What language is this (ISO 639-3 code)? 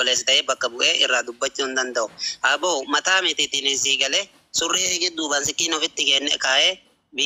orm